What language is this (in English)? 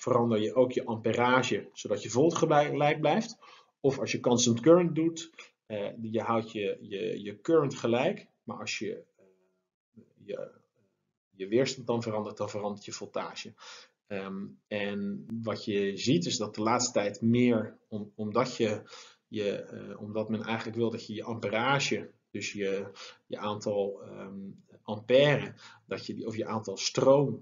Dutch